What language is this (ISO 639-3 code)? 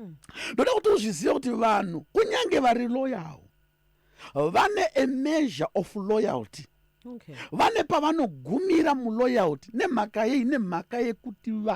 sna